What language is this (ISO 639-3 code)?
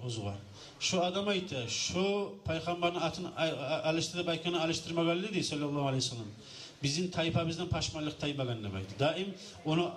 kum